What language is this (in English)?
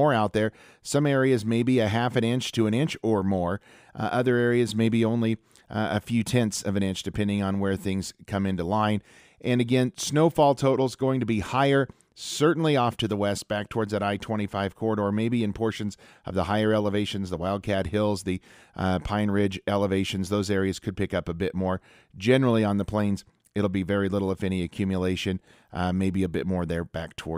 English